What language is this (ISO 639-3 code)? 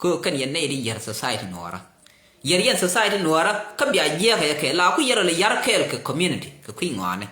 nus